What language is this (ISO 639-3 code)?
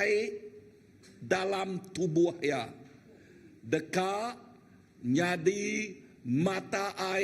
iba